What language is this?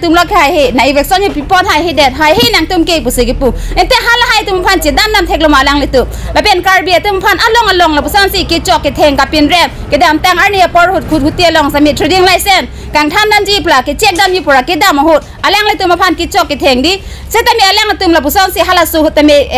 Karbi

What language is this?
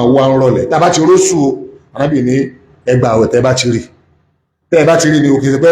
Yoruba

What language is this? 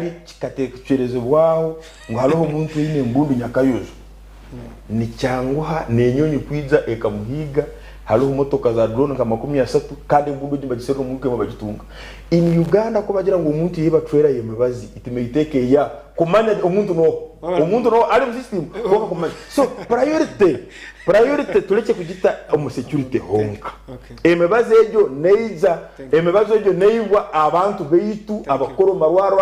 Nyankole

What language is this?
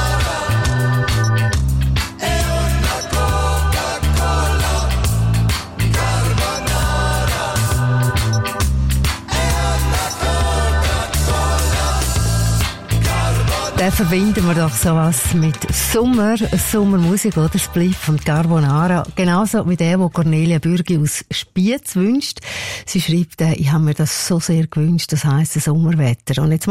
German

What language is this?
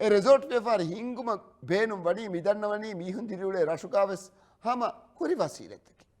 Divehi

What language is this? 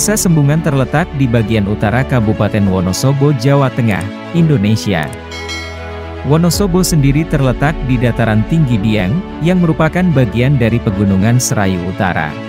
Indonesian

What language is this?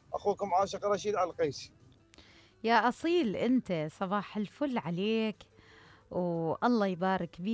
Mesopotamian Arabic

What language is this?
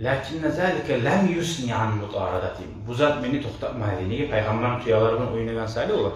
Kumyk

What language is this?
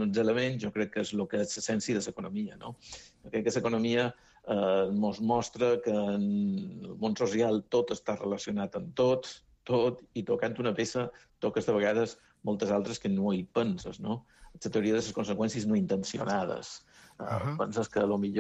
Catalan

